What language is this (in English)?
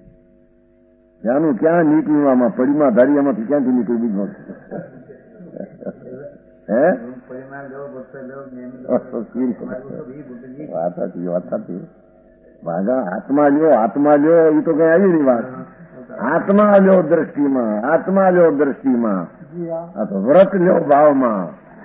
Gujarati